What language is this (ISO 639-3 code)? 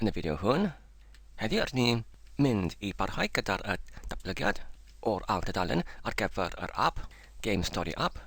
cym